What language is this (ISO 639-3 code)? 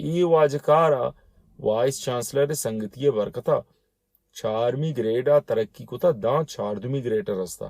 bal